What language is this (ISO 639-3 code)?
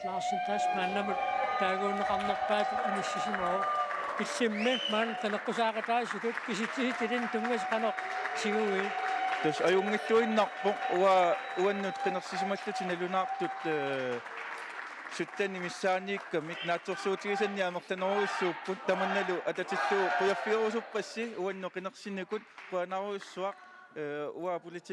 kal